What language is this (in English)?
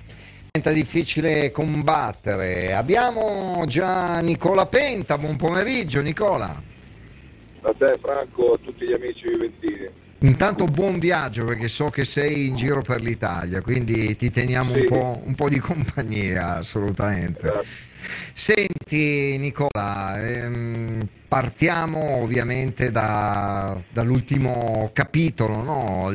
Italian